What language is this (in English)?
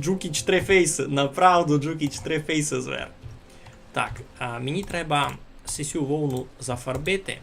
Rusyn